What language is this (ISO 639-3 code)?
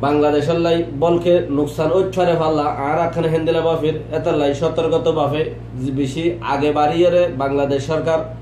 rhg